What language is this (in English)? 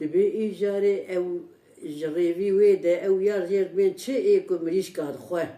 Kurdish